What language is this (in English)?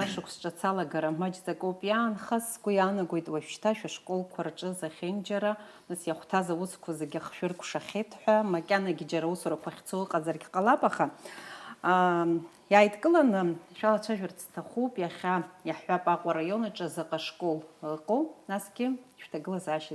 Abkhazian